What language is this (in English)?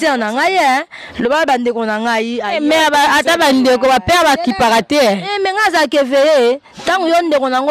Lingala